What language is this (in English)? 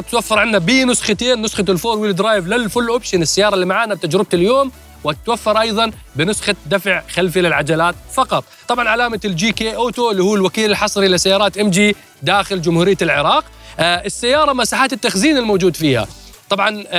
Mesopotamian Arabic